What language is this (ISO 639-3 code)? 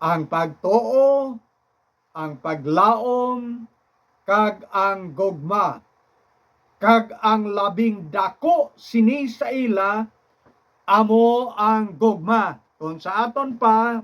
hil